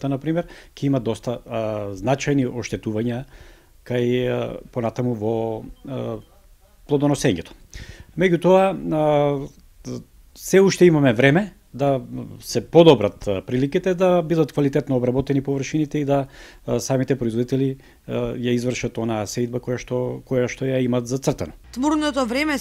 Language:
Macedonian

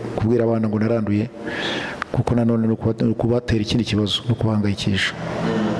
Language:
Kinyarwanda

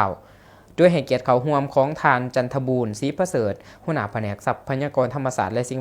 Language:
Lao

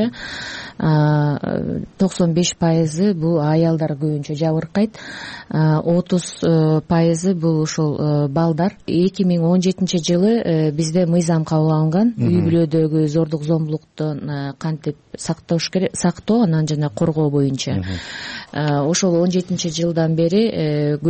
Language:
Kyrgyz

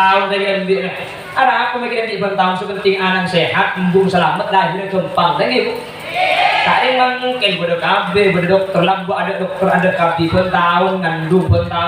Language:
Madurese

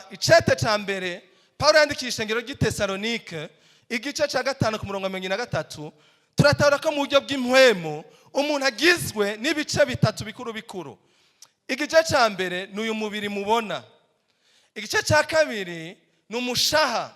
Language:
Rundi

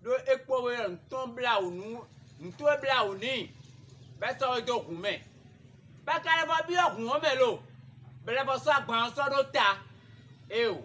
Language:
Fon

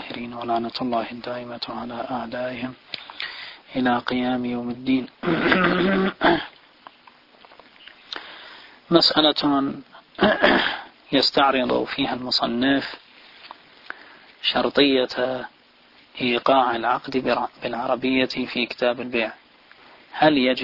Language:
Arabic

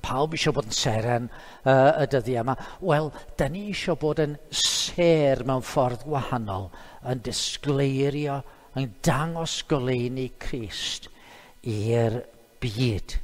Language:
Welsh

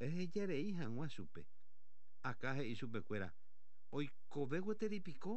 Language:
Guarani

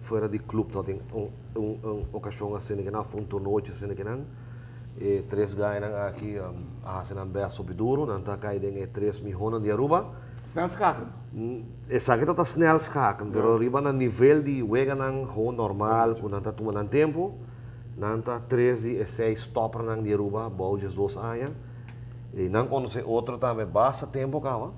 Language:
Papiamento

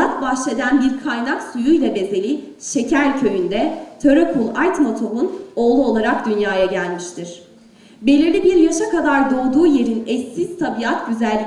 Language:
Turkish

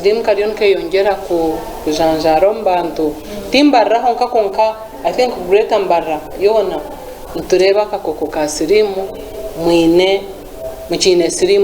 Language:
Nyankole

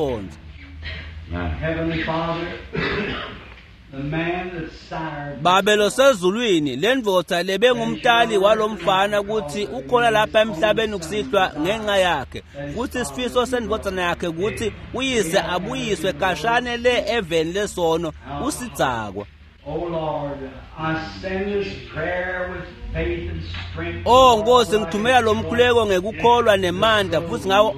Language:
Swati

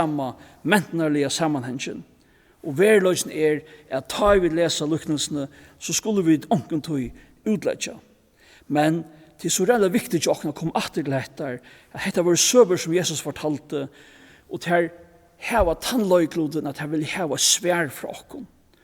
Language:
Faroese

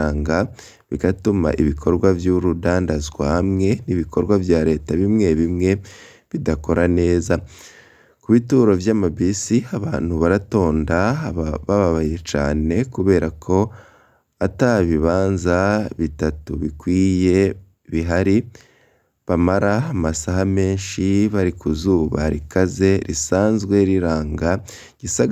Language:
Rundi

